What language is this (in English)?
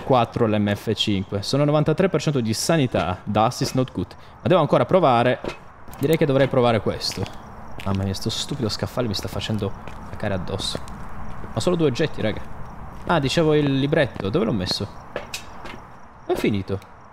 Italian